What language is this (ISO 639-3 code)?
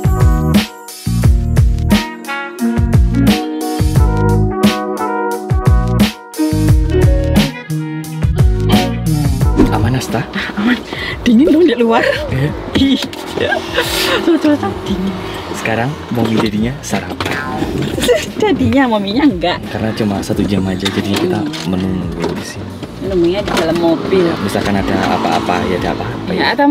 ind